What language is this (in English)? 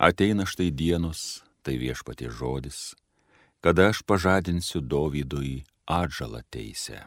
Lithuanian